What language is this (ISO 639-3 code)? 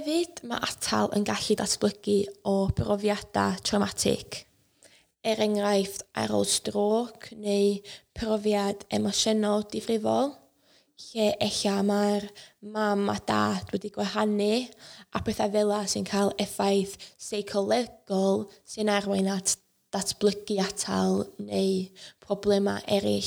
cym